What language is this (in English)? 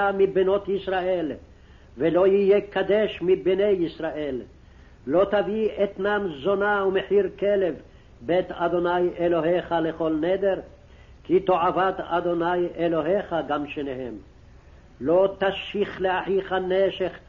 Hebrew